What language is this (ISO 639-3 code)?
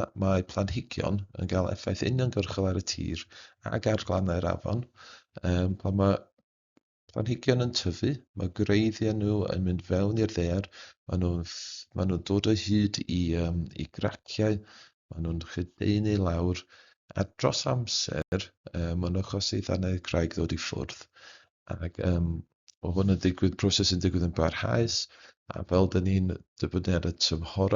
cym